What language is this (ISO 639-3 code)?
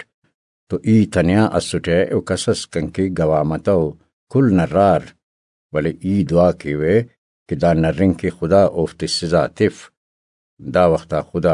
brh